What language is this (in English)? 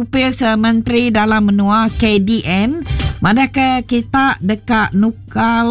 Iban